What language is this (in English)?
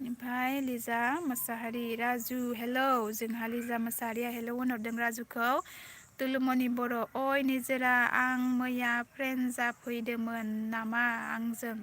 Bodo